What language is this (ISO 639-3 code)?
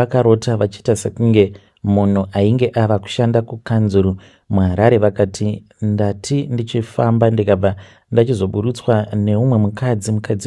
sna